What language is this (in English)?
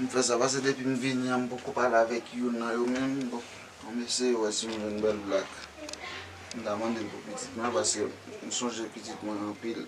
Haitian Creole